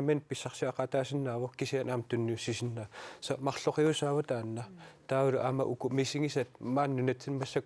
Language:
Kalaallisut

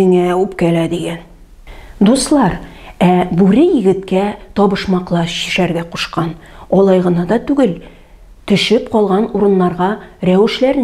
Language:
Tatar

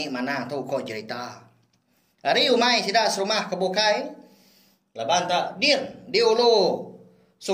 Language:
Iban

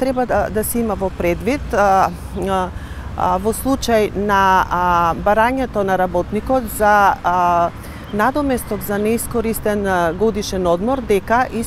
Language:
Macedonian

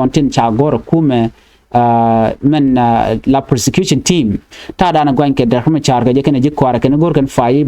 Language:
Nuer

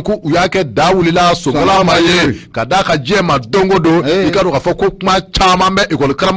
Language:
Bambara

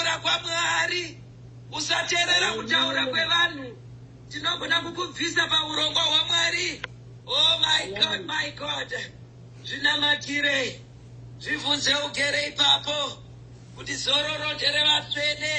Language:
Shona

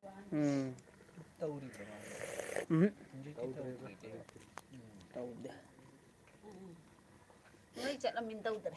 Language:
Manipuri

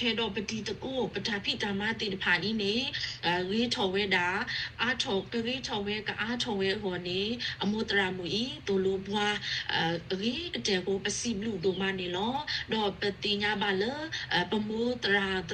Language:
S'gaw Karen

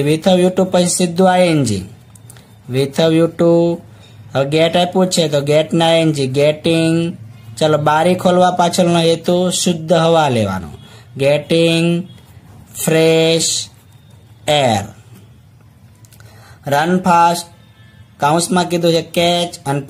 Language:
Gujarati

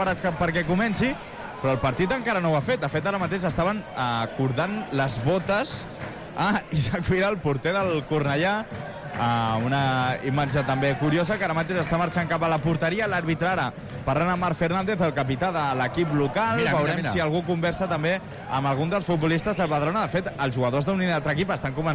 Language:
Catalan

